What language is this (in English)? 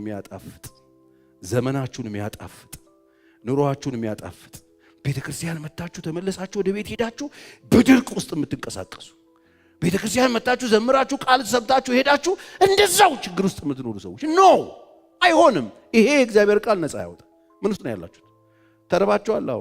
Amharic